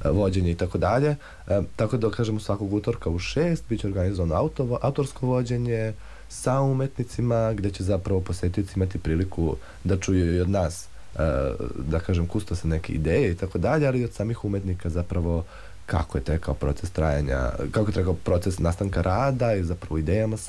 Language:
Serbian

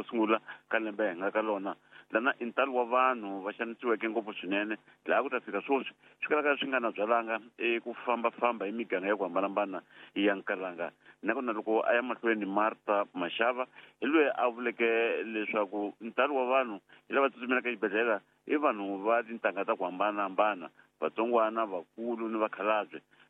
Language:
Tsonga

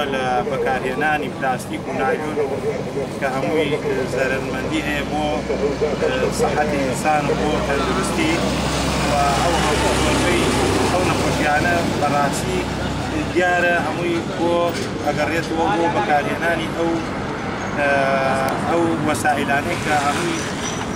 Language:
Central Kurdish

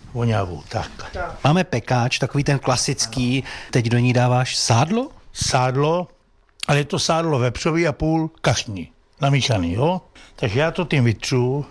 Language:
Czech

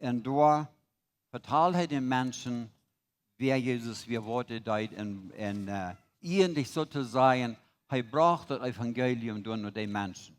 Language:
Plautdietsch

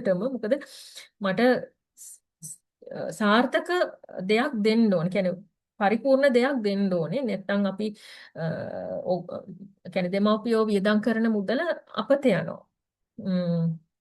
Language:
Sinhala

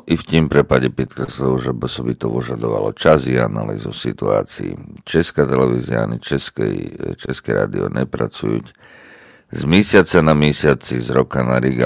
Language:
Slovak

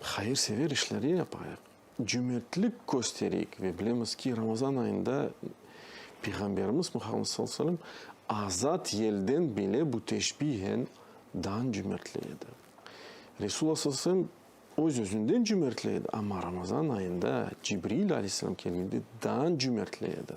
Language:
Crimean Tatar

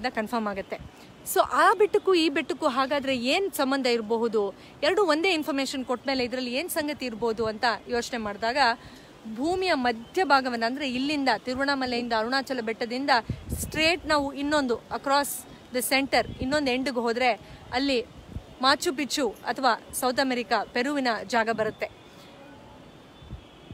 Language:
Kannada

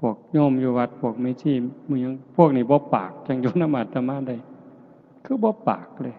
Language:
Lao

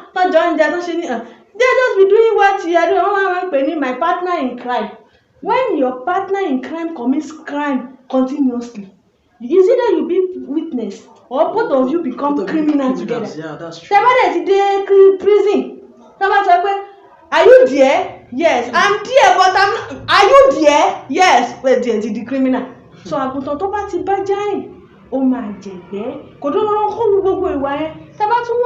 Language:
Yoruba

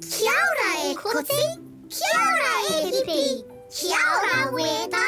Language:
Māori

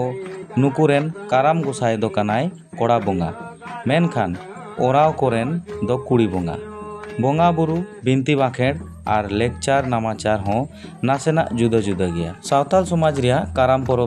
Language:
Santali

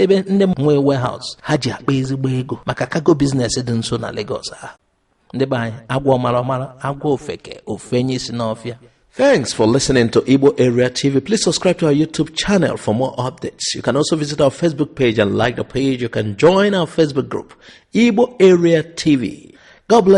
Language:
Igbo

